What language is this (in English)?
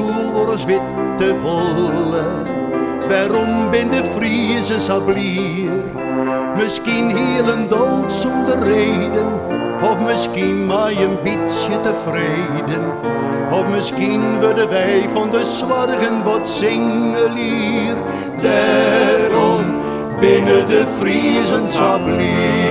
Western Frisian